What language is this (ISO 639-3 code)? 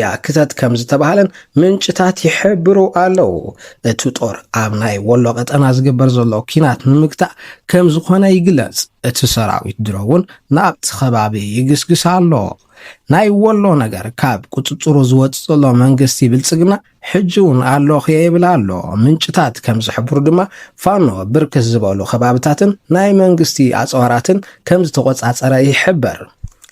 tir